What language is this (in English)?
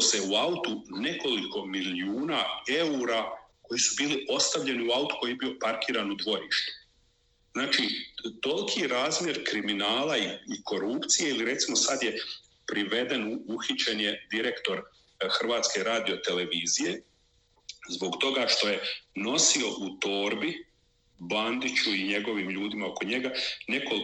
Croatian